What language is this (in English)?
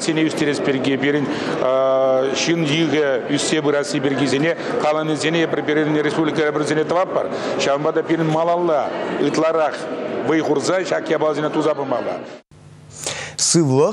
Chuvash